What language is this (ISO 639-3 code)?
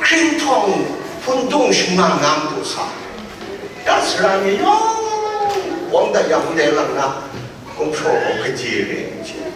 kac